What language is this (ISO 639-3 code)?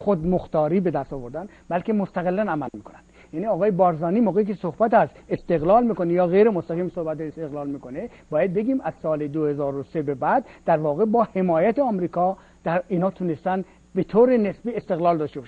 fas